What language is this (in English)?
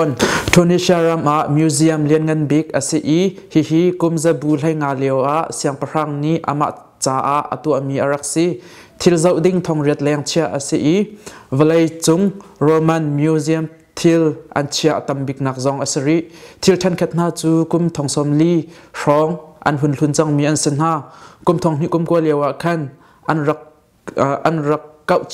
Hakha Chin